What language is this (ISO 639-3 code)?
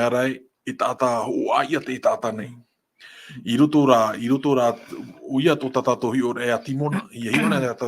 tah